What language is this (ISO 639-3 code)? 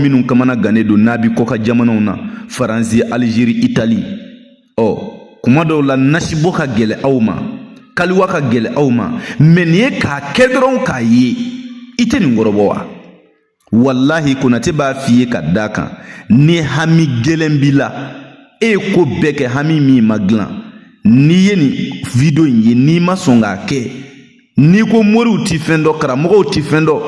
bam